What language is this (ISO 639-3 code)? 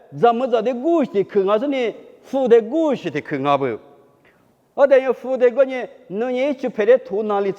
lis